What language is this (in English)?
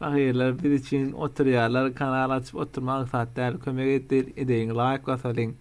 Turkmen